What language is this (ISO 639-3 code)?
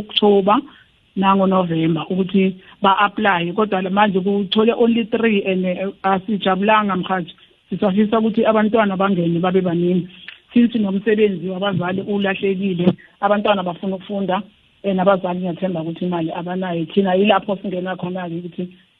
nbl